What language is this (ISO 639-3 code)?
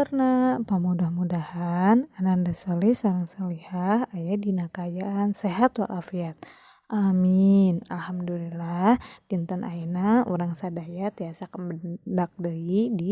sun